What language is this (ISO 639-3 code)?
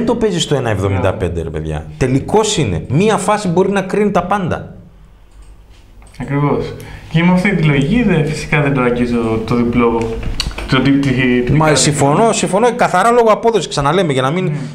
ell